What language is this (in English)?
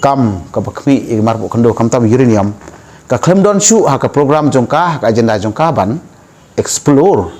Khasi